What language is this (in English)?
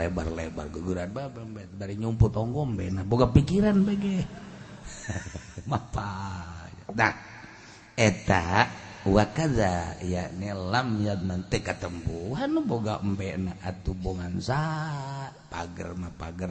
Sundanese